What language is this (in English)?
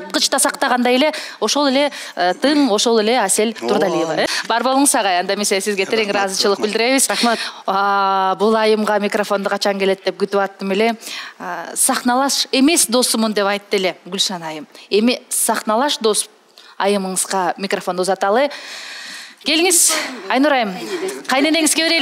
Kyrgyz